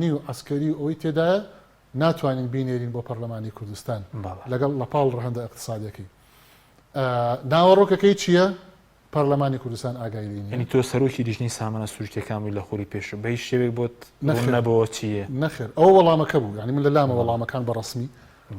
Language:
Central Kurdish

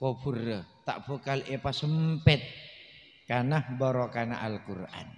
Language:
Madurese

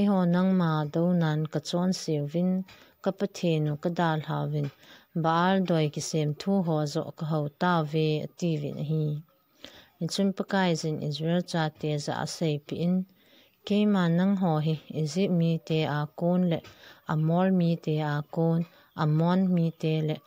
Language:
Thado Chin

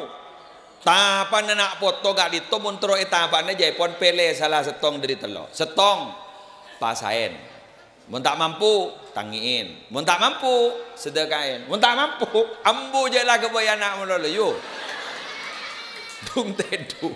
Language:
Madurese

